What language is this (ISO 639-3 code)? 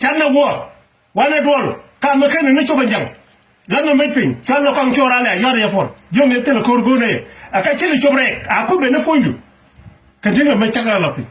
nus